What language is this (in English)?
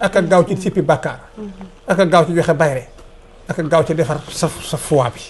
Wolof